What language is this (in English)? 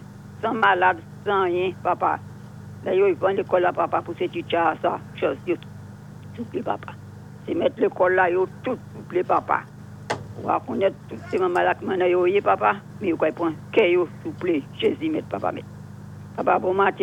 Saint Lucian Creole French